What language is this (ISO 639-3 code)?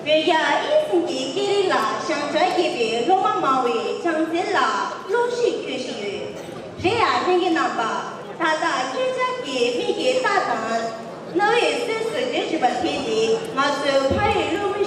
bod